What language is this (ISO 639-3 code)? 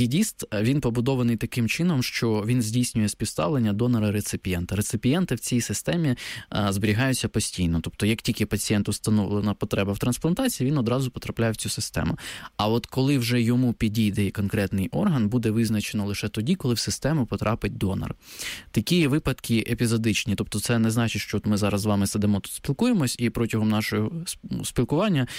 ukr